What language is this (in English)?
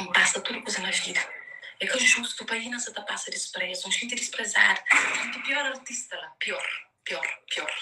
Kabuverdianu